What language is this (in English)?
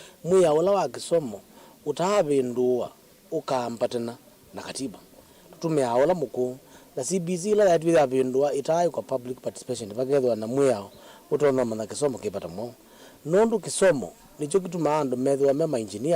Kamba